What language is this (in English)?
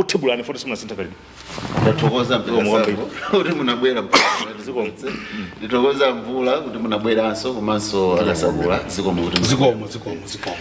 Nyanja